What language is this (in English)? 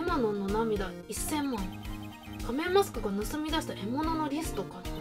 Japanese